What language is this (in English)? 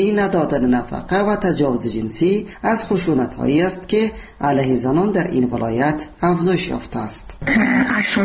Persian